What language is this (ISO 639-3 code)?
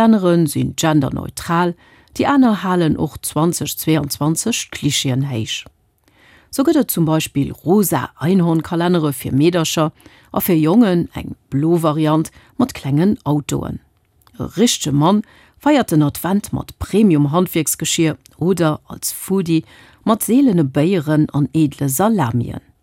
ltz